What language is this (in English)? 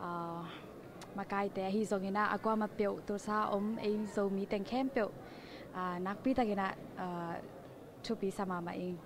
Tedim Chin